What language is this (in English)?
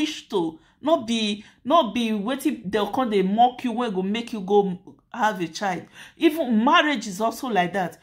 Nigerian Pidgin